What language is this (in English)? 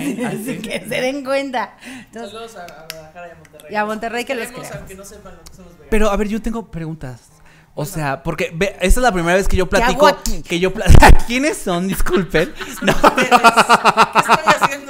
Spanish